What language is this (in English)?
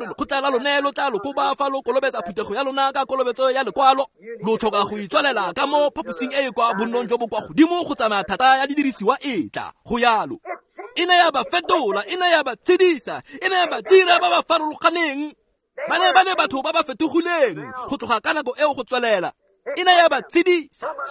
Tswana